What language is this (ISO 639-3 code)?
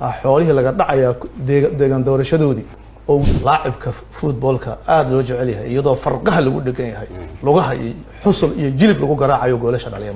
som